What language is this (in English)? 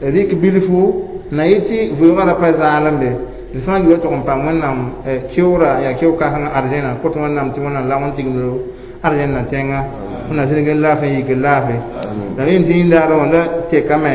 Mossi